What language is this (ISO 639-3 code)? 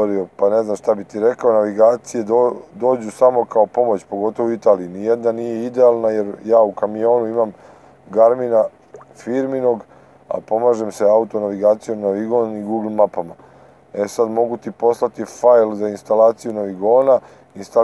srp